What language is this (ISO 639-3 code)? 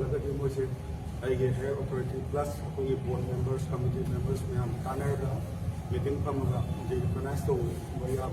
mni